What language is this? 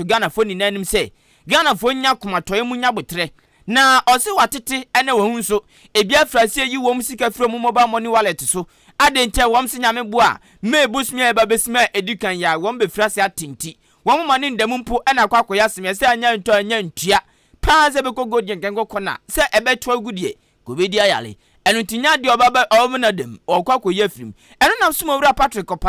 Akan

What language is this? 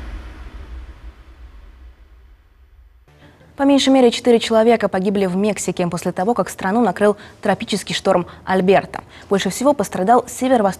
Russian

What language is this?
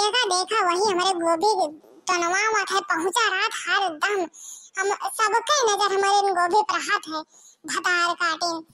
Bhojpuri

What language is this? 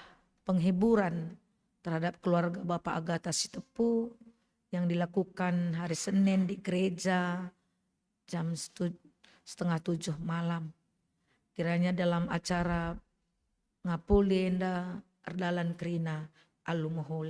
Batak Karo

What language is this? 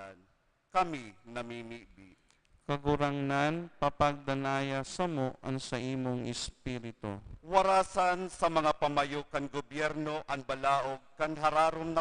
Bikol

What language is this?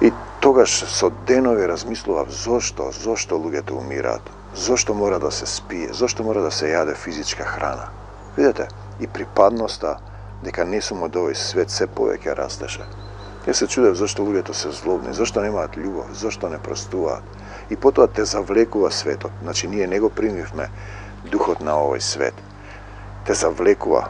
Macedonian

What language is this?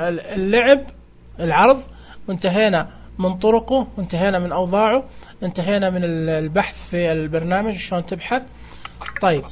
Najdi Arabic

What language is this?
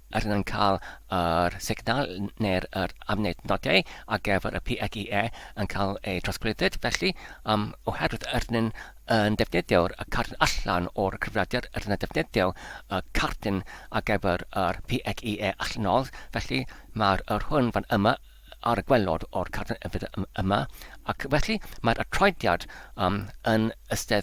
Welsh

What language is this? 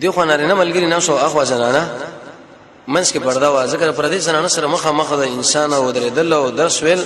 Pashto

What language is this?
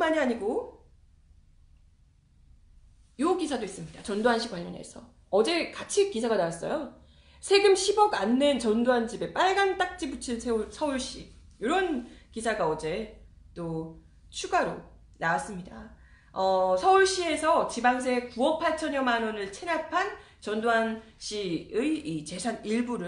Korean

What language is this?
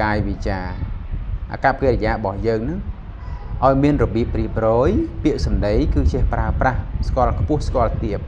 Khmer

